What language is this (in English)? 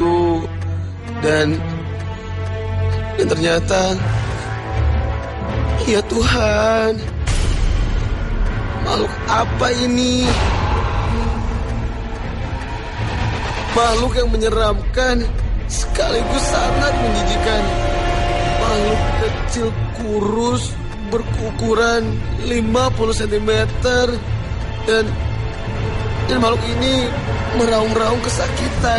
Indonesian